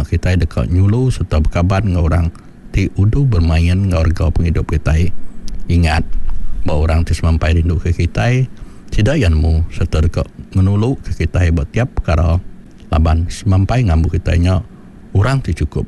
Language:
Iban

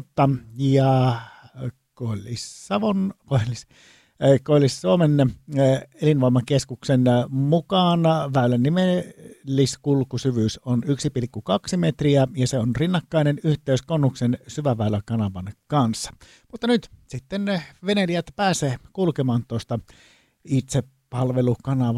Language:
Finnish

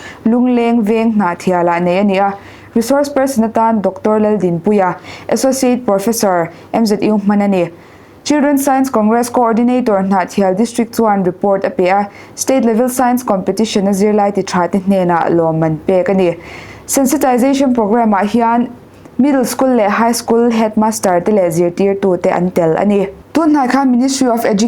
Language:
Mizo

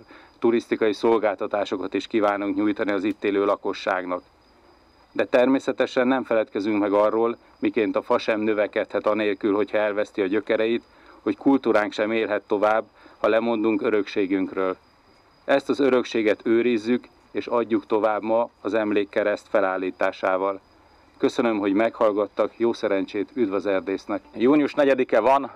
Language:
Hungarian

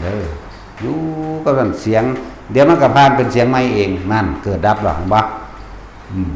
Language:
Northeastern Thai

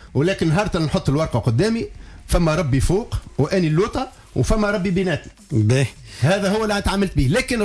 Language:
Tunisian Arabic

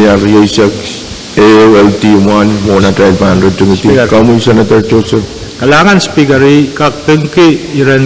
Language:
Pohnpeian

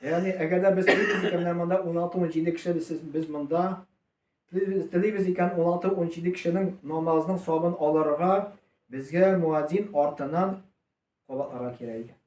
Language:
Tatar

